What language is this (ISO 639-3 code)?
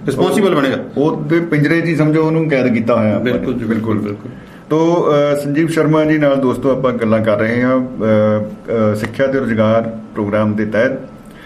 pan